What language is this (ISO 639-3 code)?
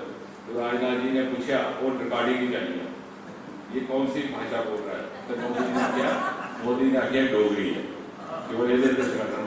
doi